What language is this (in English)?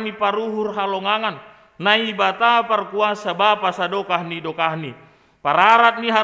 Batak Simalungun